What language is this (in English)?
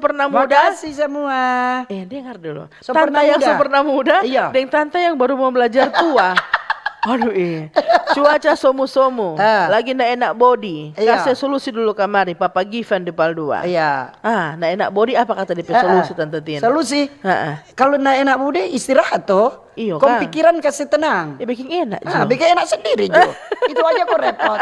Manado Malay